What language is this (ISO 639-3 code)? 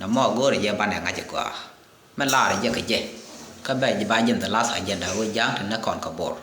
nus